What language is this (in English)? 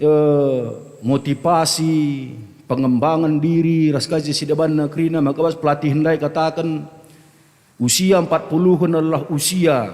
Batak Karo